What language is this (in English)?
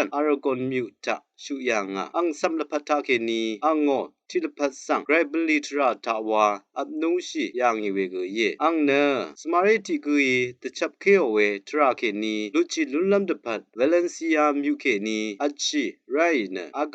Rawang